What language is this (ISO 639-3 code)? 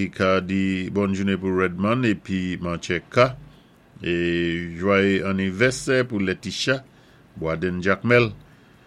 acf